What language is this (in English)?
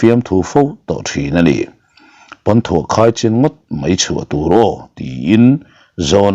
Mizo